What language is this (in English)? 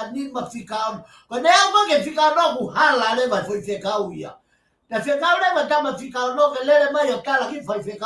Tongan